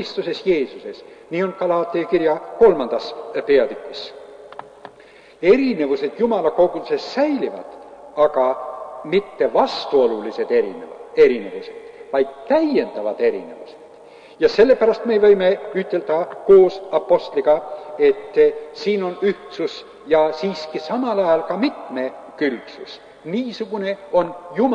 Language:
Estonian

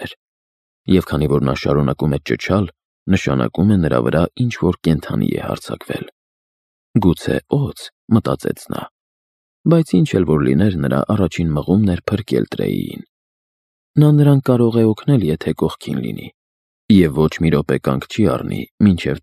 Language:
Armenian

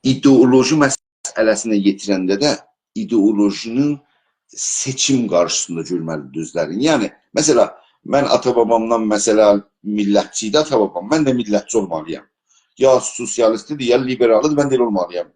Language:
South Azerbaijani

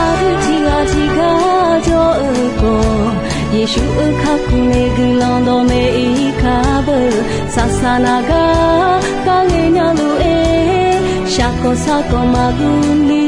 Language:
Akha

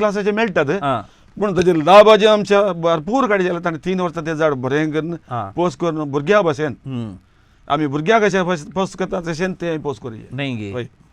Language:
Konkani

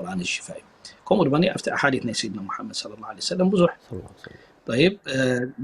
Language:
Tigrinya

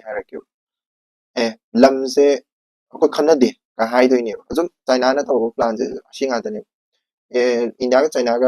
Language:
Manipuri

